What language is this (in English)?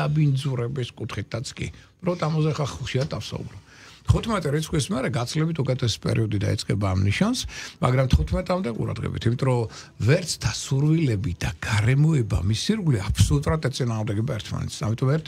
Georgian